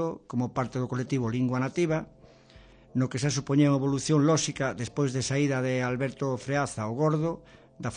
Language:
Galician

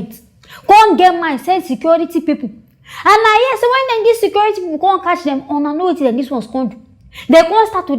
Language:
Nigerian Pidgin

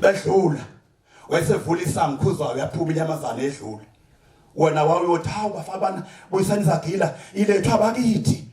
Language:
Zulu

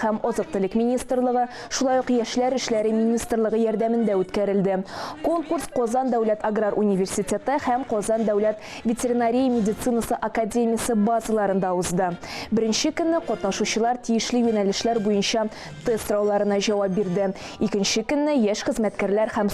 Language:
Tatar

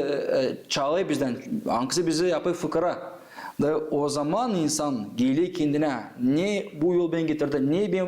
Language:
Gagauz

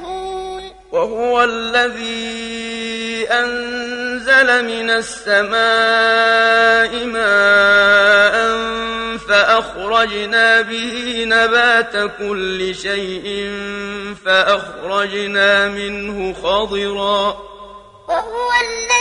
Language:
Arabic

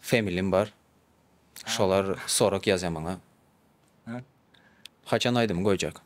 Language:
Turkmen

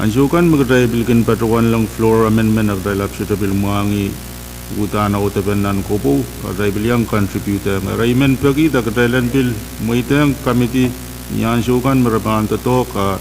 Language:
Pohnpeian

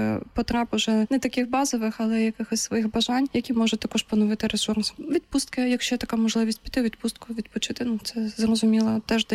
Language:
Ukrainian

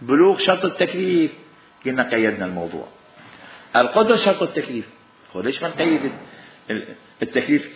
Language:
Mesopotamian Arabic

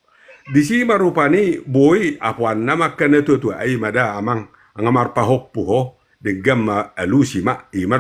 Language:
Batak Toba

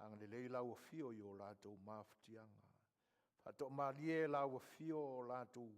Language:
Samoan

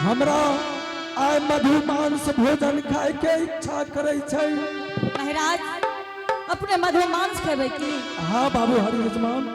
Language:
Angika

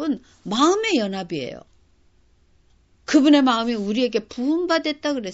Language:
Korean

